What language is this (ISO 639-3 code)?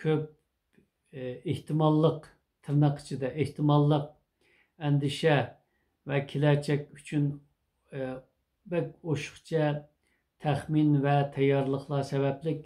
uig